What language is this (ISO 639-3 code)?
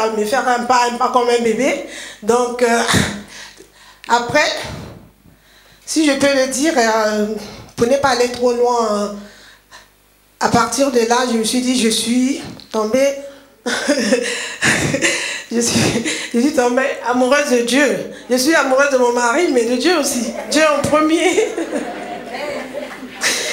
fra